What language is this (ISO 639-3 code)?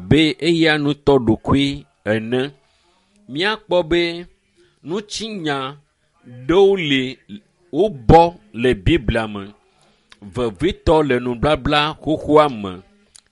ewe